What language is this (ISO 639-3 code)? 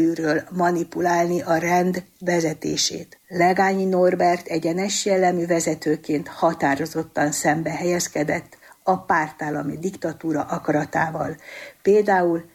hun